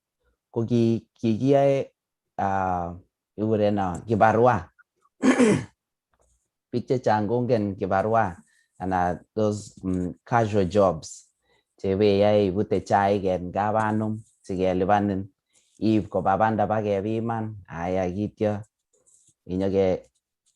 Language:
Kalenjin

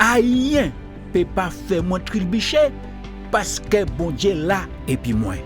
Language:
Guadeloupean Creole French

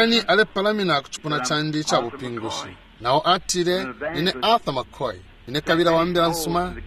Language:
Bemba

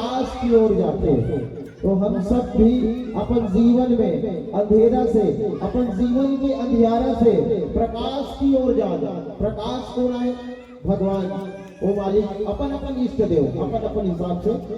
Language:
Chhattisgarhi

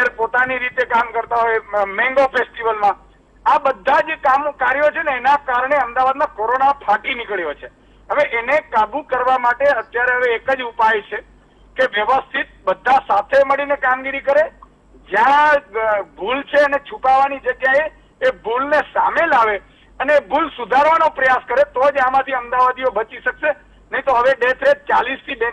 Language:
Gujarati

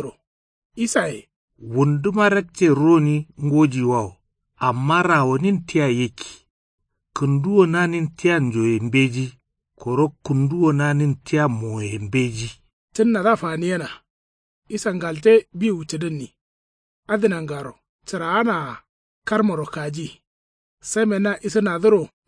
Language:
Kanuri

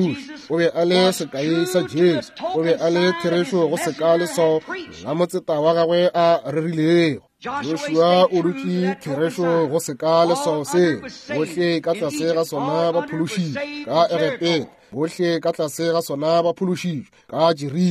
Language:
Northern Sotho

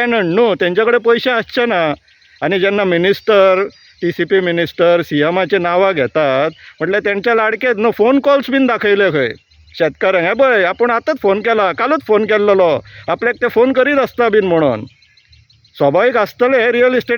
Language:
Konkani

